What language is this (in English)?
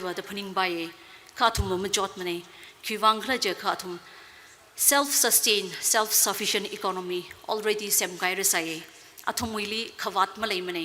Tangkhul Naga (India)